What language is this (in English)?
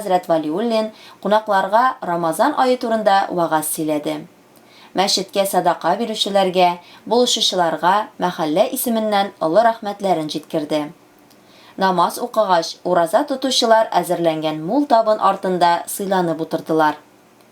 Tatar